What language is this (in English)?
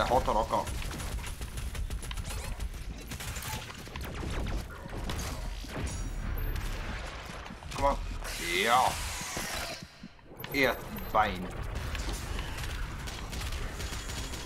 Norwegian